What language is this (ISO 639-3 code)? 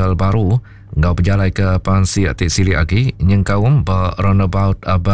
iba